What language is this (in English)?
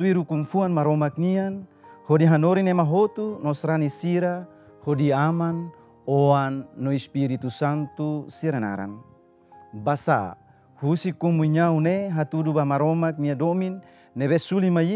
Tetum